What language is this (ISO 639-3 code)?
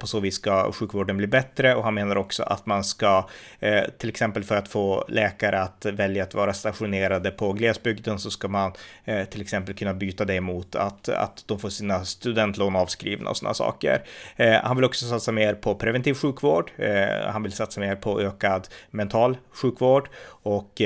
swe